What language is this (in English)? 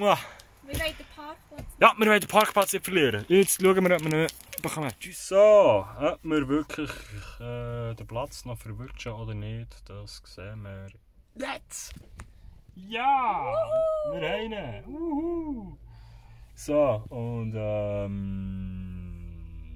Swiss German